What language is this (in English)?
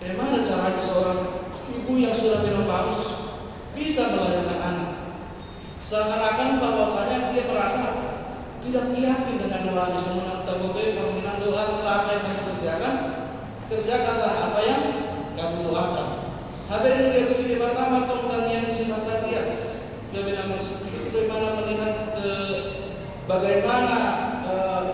Batak Toba